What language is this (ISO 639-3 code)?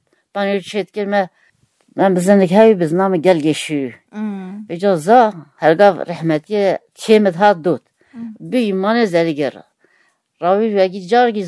kur